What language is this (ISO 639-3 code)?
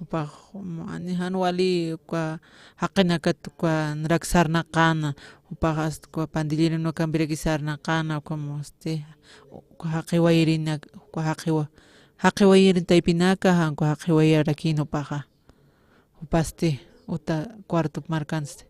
aym